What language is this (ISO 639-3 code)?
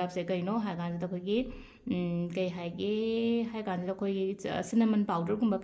mni